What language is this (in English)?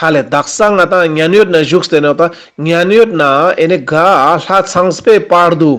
Ladakhi